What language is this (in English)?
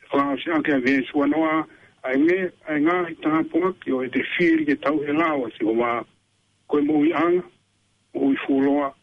Tongan